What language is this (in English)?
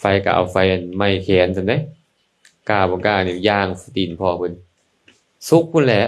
Lao